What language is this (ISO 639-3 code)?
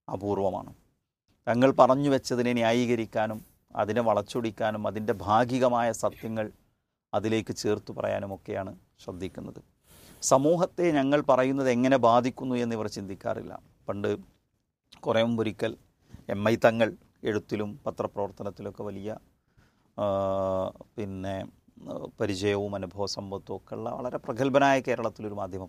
mal